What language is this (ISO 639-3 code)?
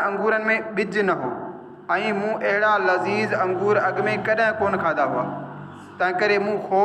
snd